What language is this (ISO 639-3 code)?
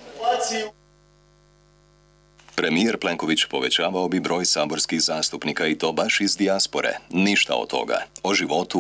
hrv